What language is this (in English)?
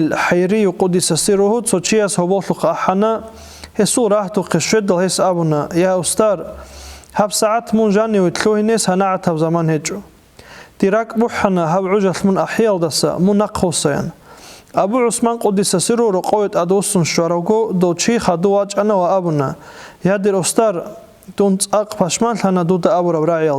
Avaric